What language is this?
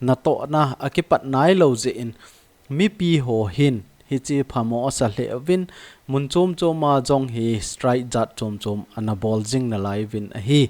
Thado Chin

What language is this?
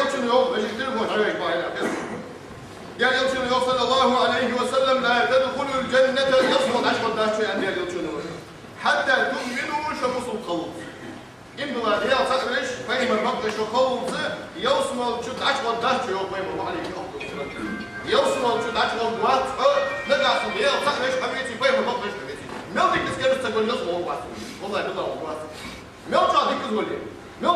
Ingush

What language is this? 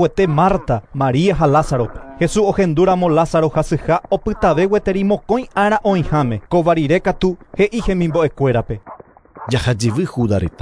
Guarani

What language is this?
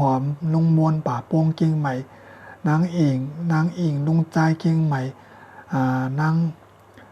Shan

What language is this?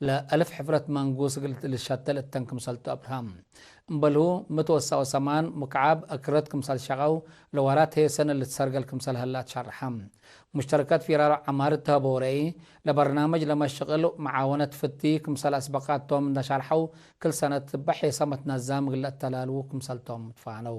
Tigre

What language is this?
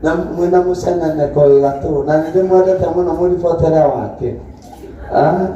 Kikuyu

